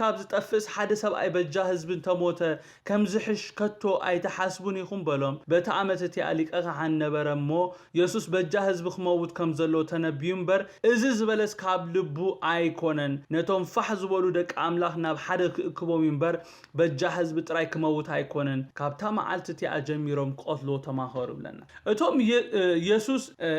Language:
Tigrinya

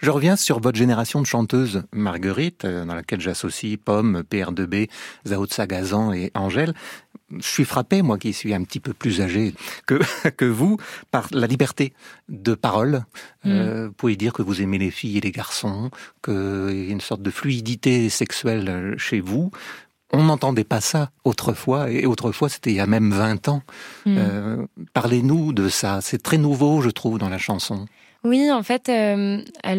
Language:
French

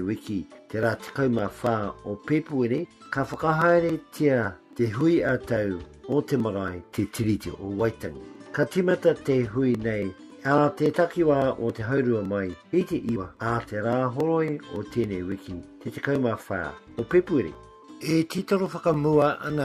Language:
Māori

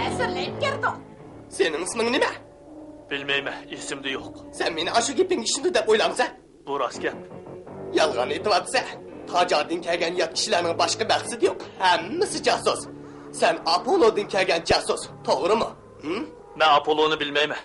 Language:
Uyghur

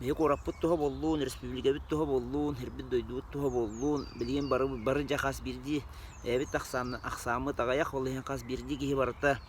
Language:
Yakut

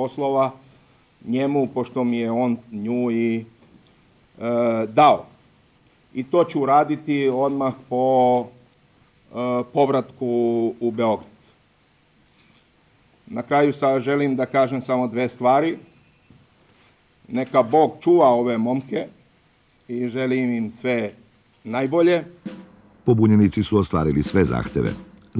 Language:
Serbian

